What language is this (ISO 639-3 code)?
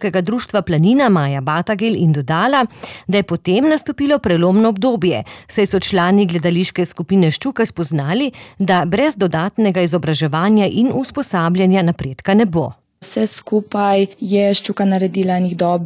slv